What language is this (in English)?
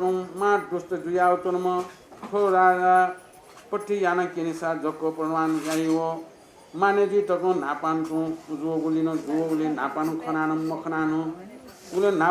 Newari